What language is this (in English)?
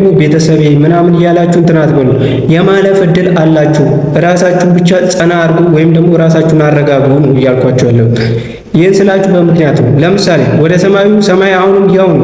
Amharic